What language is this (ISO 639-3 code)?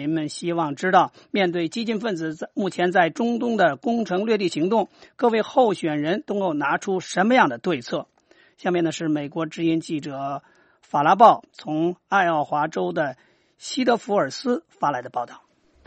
zho